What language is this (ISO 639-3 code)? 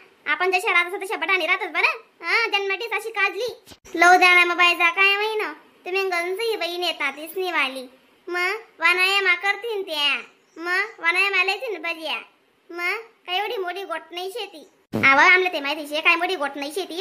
khn